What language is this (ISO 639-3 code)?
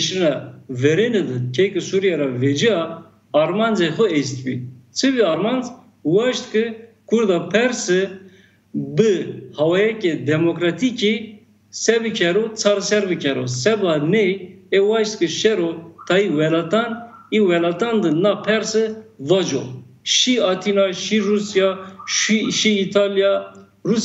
zza